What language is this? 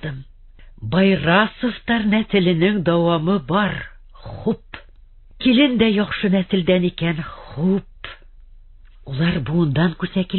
Bashkir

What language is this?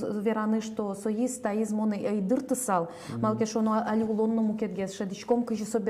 Udmurt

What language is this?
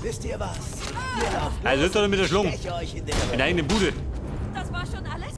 Bavarian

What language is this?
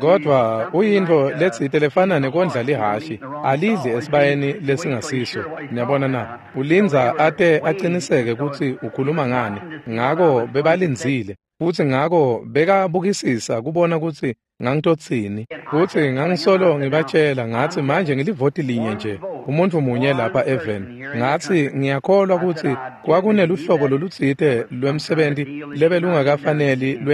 Swati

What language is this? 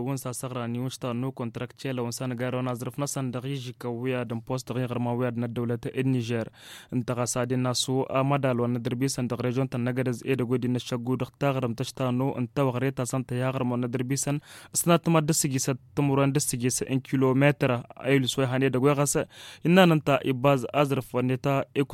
Tamasheq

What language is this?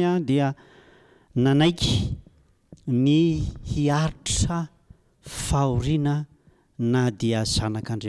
Malagasy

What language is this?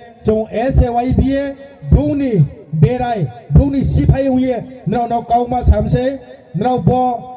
Riang (India)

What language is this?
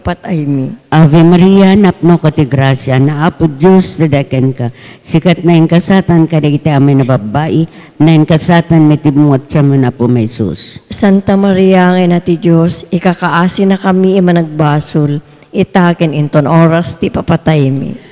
Iloko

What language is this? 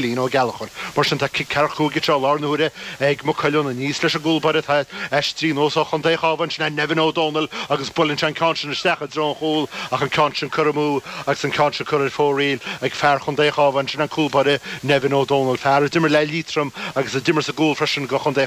Irish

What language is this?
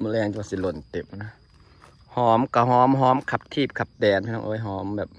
Lao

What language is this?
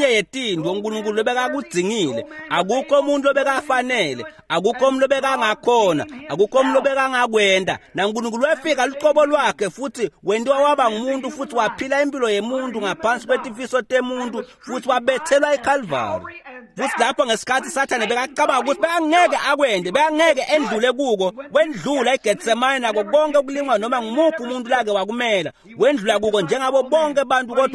Swati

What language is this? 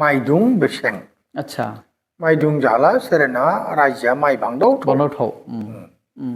Dimasa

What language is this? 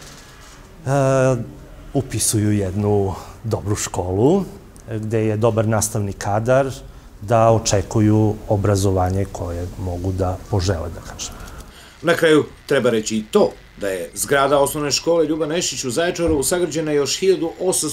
Serbian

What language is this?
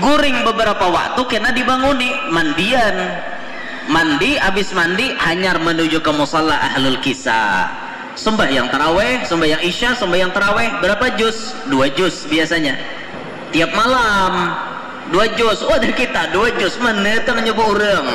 Banjar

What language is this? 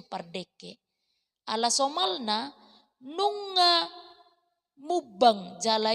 Batak Toba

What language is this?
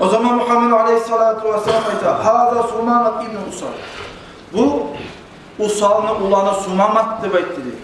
Kumyk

